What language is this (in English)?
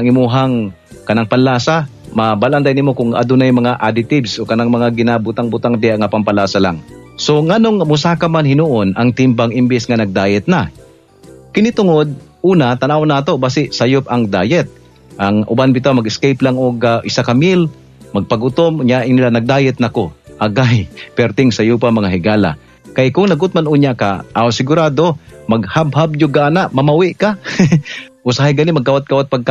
Cebuano